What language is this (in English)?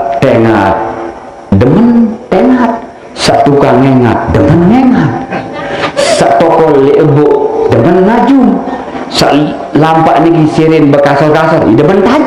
Sasak